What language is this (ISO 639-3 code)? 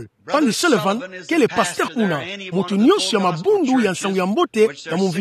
ktu